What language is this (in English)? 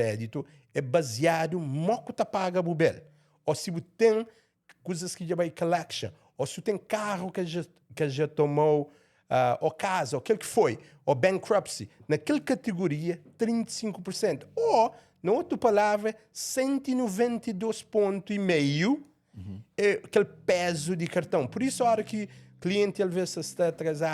Kabuverdianu